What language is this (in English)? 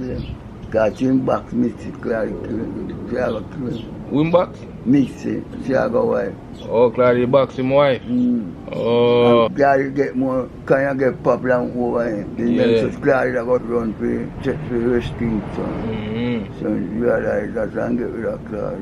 Jamaican Creole English